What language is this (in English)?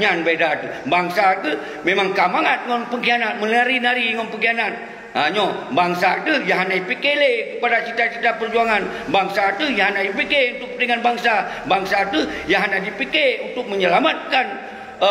Achinese